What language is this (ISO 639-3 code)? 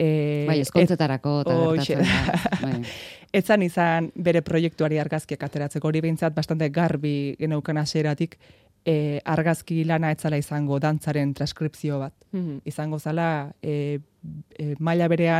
eus